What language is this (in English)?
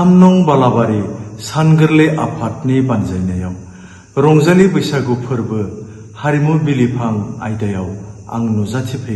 Bodo